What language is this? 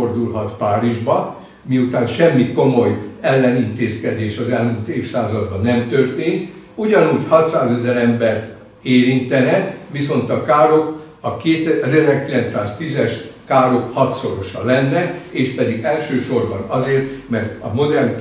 Hungarian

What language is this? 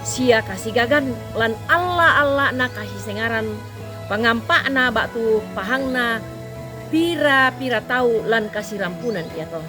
Toraja-Sa'dan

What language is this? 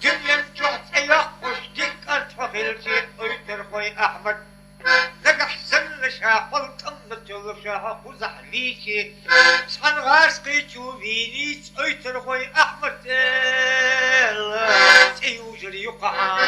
Chechen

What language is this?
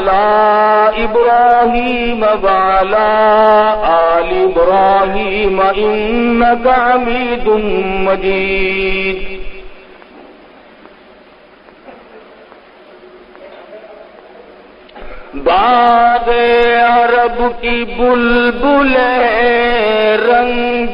Urdu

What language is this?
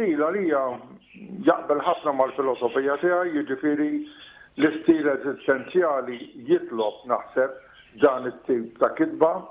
Maltese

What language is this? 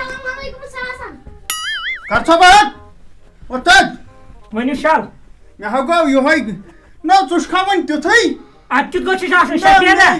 Kashmiri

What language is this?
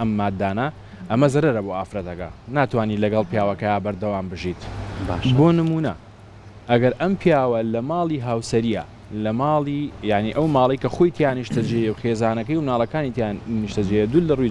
Central Kurdish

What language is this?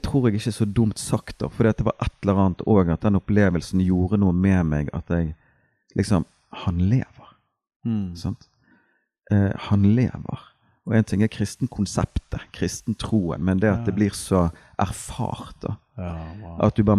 Norwegian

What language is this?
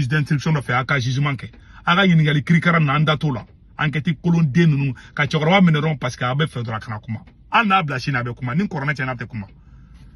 Bambara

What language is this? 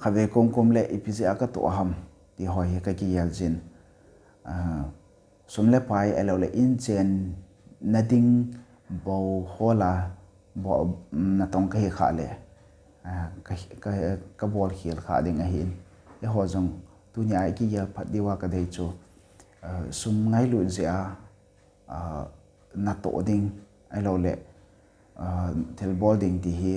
Thado Chin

